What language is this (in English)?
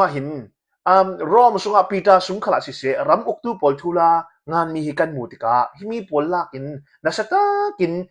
Hakha Chin